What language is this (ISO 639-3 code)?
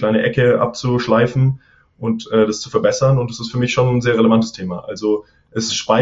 deu